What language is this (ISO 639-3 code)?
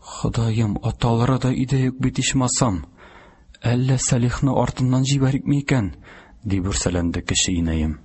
tat